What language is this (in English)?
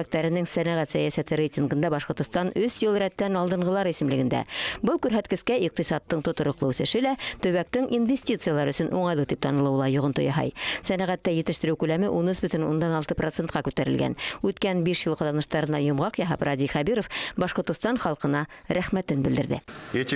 Bashkir